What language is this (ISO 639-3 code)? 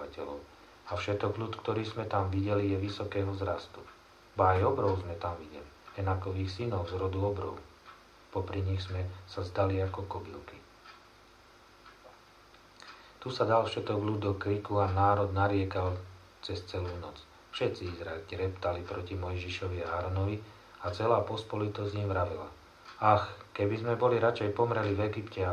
slk